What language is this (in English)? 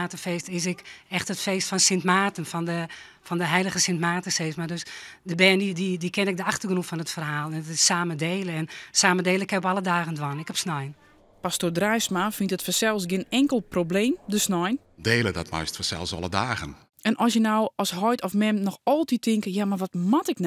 Western Frisian